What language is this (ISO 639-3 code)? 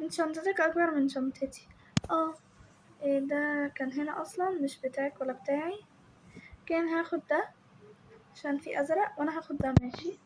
arz